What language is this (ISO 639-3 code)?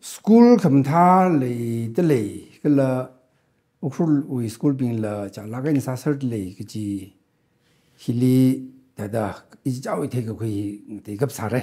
nmf